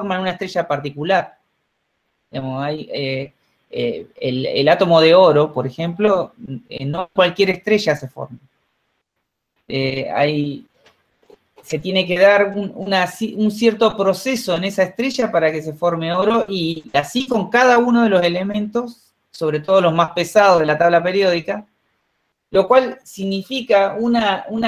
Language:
Spanish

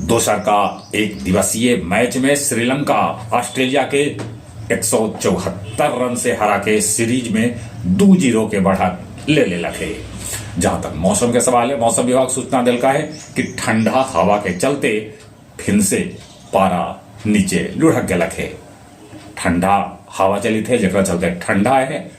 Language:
Magahi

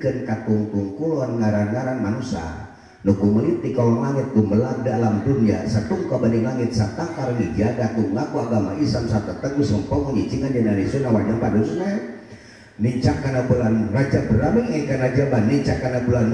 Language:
Sundanese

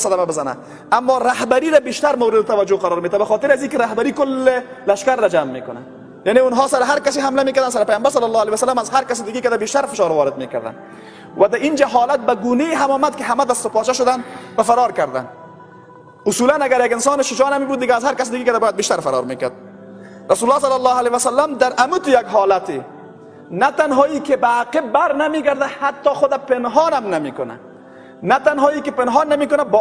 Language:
Persian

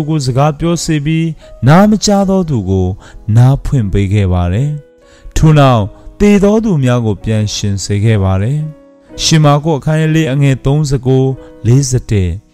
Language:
Burmese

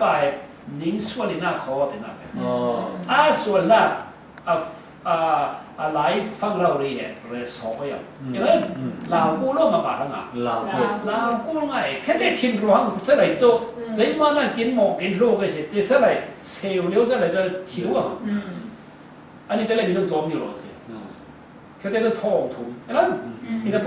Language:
Falam Chin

